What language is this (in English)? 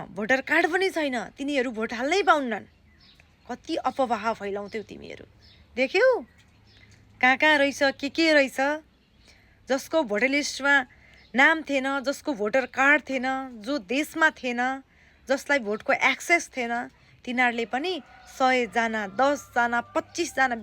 Nepali